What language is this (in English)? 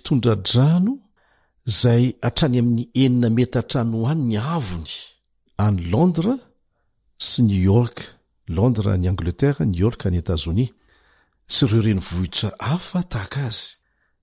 Malagasy